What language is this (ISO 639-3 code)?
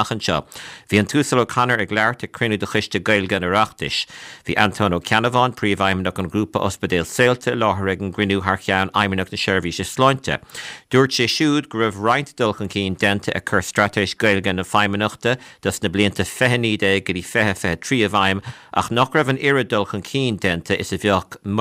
gle